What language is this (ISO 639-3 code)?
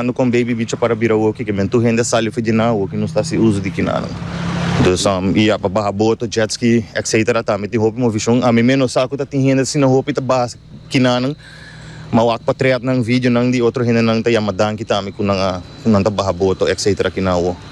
pap